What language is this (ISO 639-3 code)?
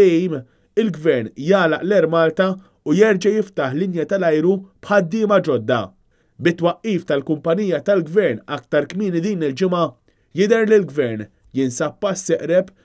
mlt